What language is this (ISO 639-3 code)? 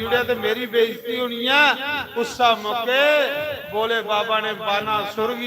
doi